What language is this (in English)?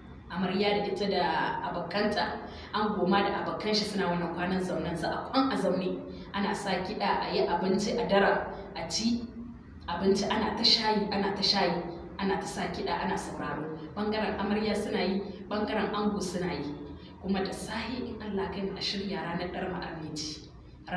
Hausa